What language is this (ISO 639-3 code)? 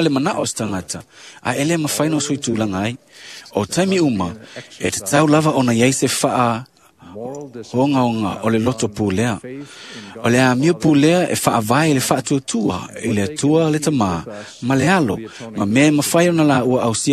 smo